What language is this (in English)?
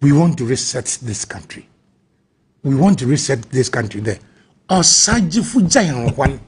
Akan